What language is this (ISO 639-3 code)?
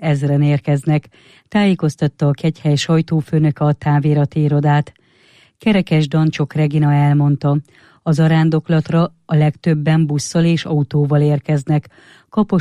hun